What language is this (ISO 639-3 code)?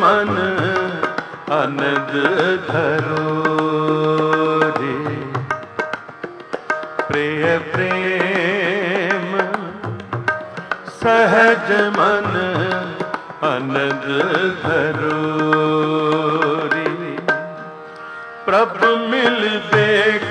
pan